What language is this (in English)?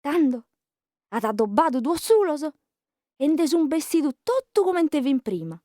Sardinian